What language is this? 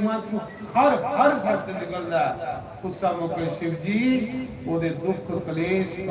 Dogri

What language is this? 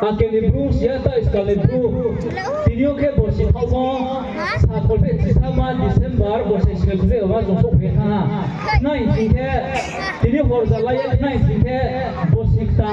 Riang (India)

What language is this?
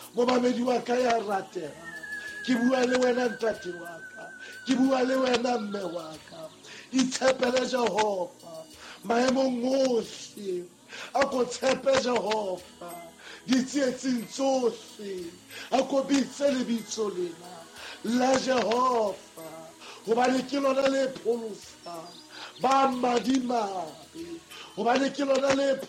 Southern Sotho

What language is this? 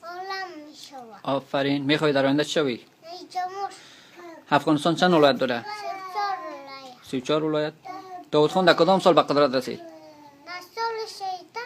Tajik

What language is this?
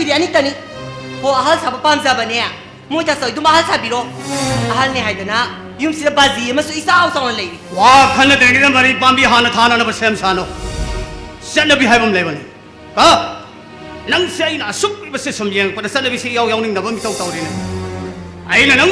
Manipuri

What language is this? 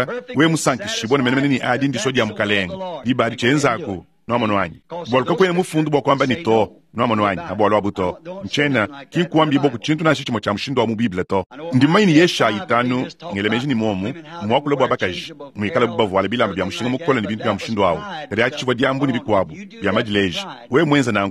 Luba-Lulua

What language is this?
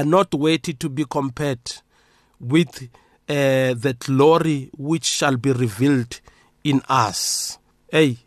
South Ndebele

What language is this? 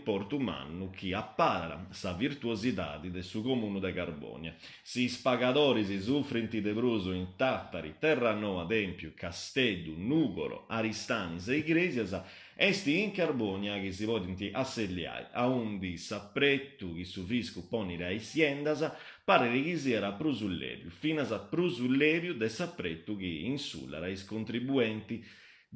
Sardinian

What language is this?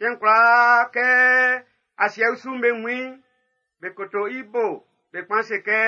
Baoulé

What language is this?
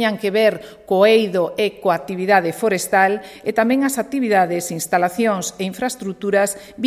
Galician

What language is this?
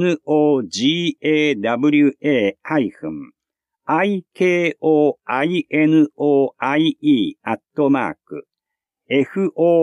Japanese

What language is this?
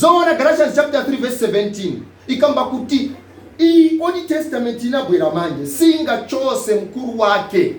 Nyanja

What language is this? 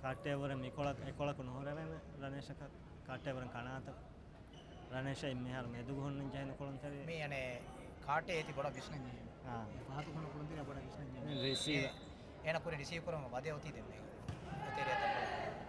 Divehi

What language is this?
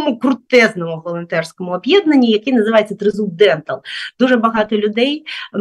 Ukrainian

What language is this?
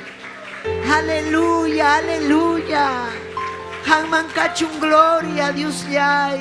Ayacucho Quechua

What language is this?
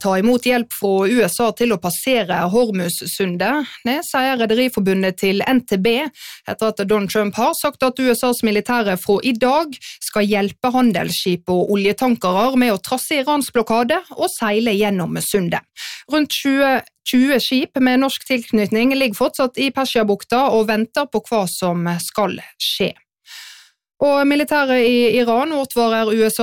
Norwegian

